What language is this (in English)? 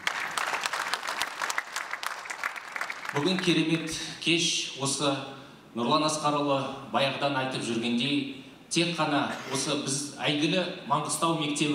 Kazakh